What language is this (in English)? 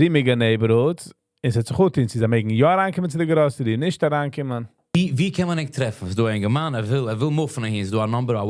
Yiddish